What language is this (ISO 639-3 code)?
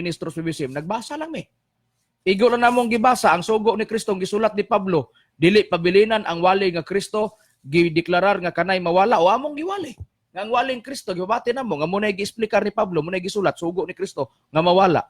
ceb